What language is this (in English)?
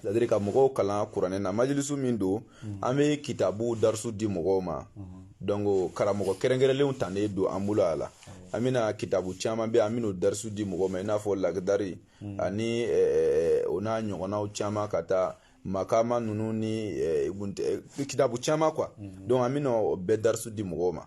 Bambara